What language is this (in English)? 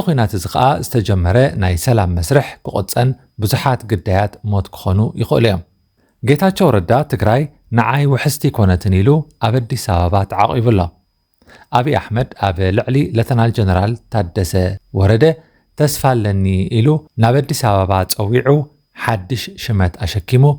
Tigrinya